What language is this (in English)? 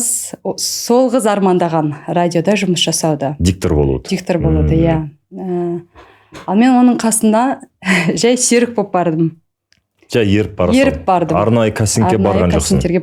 Kazakh